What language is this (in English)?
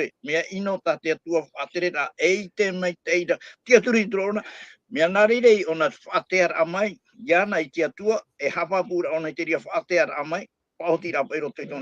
Tahitian